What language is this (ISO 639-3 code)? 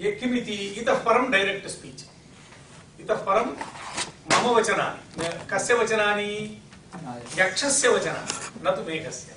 san